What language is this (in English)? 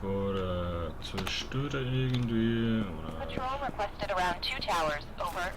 Swiss German